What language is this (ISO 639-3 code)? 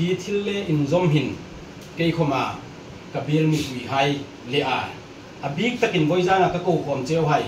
hmr